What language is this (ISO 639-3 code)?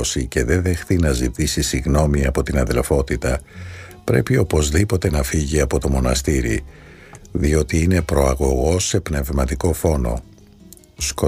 ell